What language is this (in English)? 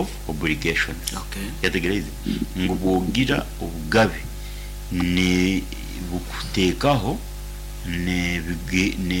Nyankole